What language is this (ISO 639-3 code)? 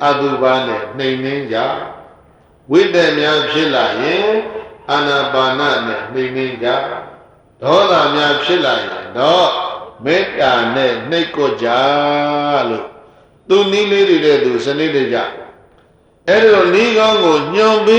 mya